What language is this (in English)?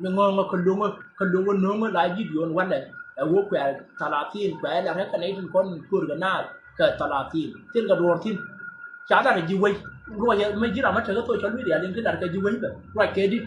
Nuer